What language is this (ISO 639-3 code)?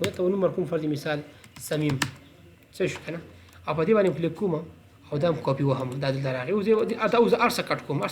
pus